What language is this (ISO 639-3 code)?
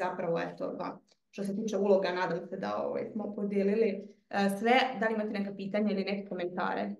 hrv